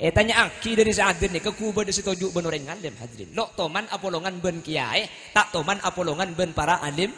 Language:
Madurese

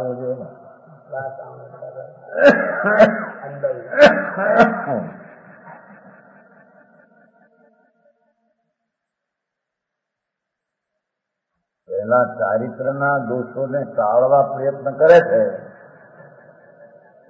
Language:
Gujarati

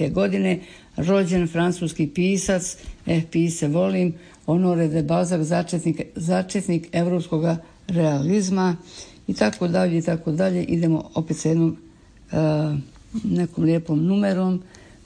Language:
Croatian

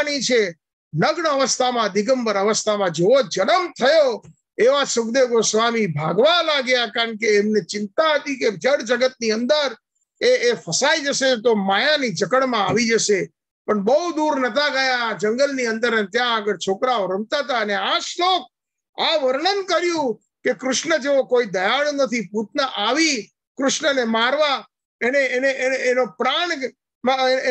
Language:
Gujarati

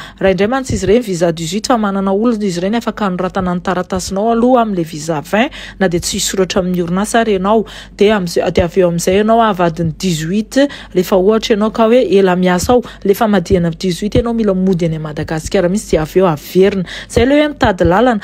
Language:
Malagasy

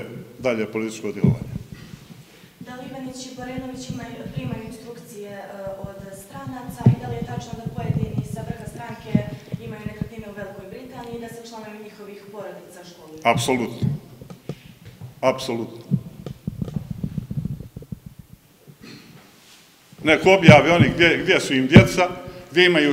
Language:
Serbian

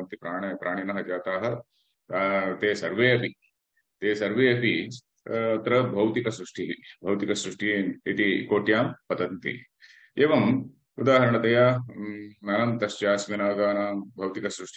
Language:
Sanskrit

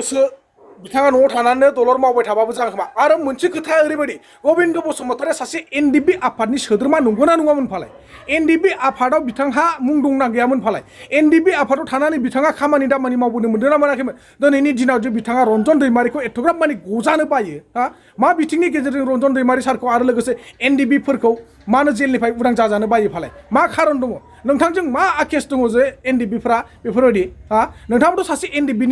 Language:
Bodo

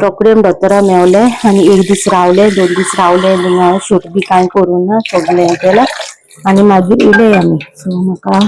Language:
Konkani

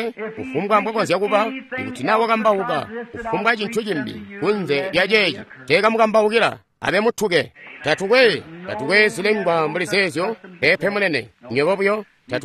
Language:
Tonga (Zambia)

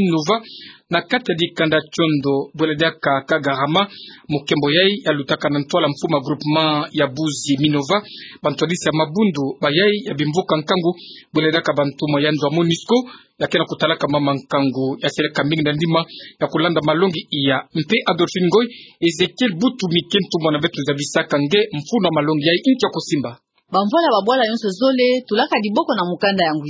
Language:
Kituba (Democratic Republic of Congo)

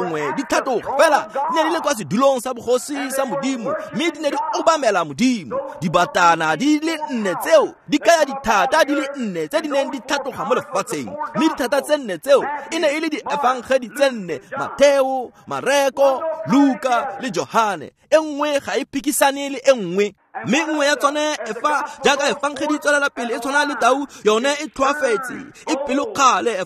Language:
Tswana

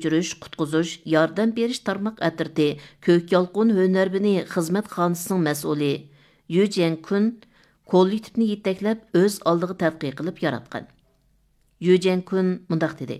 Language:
Uyghur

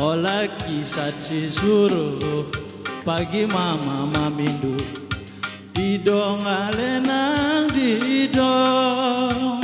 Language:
Batak Karo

